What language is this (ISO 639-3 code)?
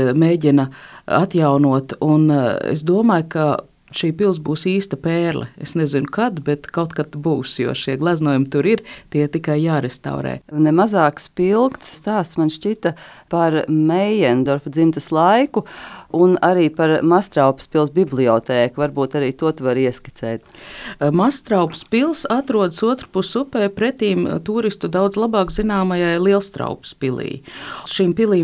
lav